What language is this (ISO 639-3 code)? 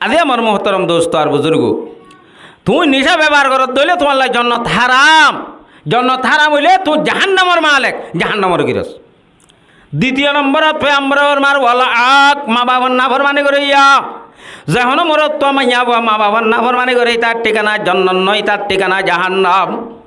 rhg